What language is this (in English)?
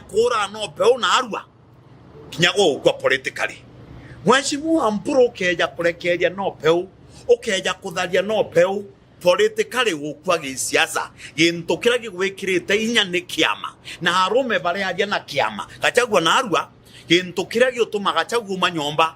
Meru